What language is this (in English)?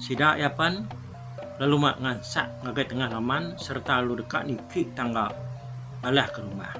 Iban